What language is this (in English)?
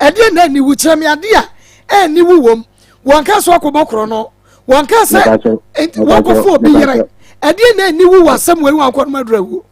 Akan